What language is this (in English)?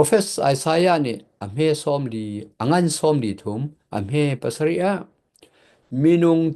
Hakha Chin